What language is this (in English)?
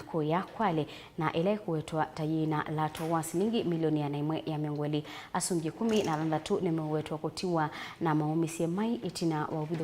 Kamba